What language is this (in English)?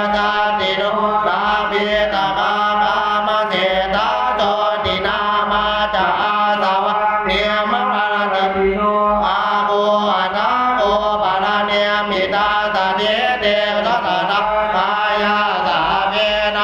Pali